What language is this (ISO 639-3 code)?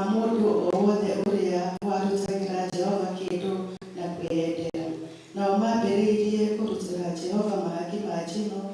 kik